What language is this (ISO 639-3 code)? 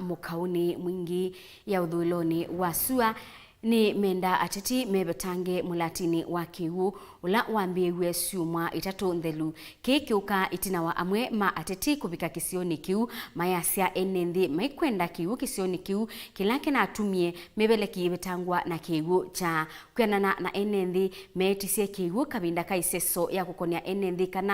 kam